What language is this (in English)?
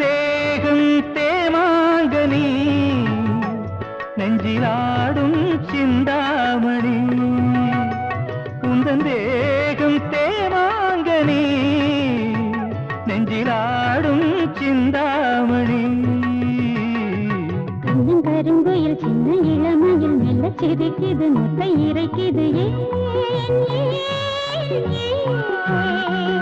Tamil